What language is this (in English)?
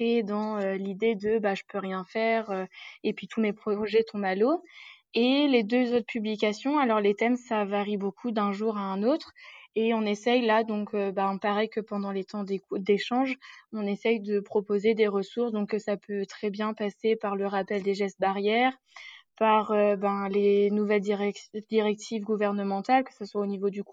French